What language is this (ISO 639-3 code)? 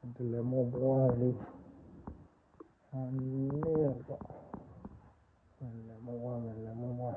ksw